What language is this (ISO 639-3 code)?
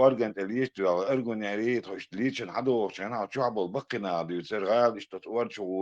che